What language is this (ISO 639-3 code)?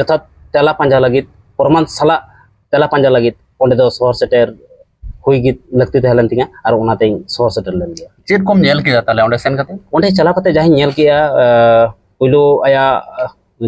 sat